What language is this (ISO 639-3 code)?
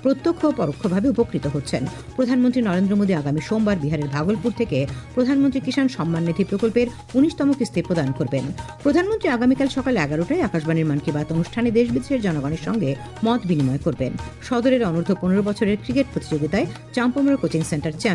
ben